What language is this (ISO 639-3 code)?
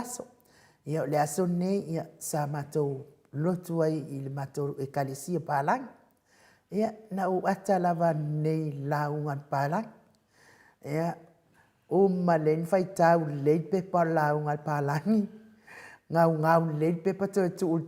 smo